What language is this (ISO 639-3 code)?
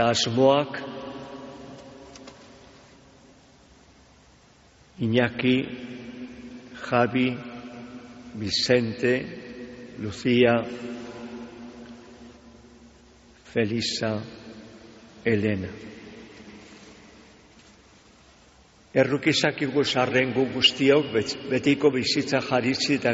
eus